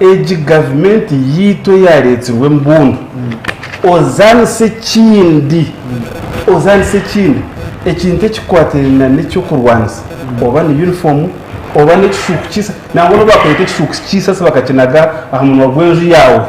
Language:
Nyankole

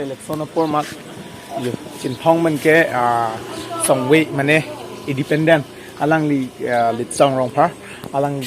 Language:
Karbi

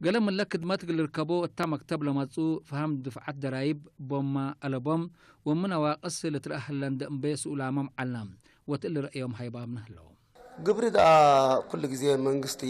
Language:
Tigre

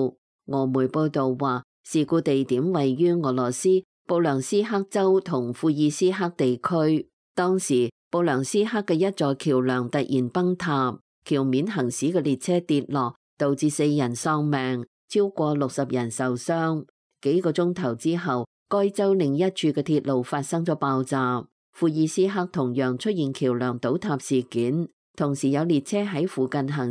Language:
Cantonese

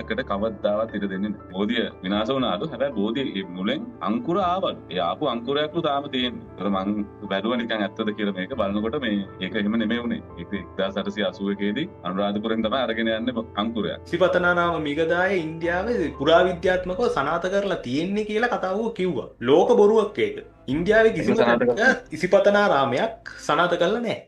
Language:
Sinhala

